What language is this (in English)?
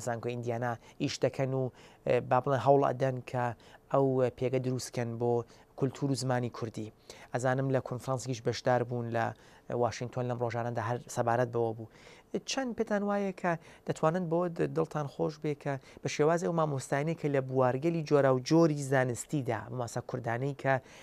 Central Kurdish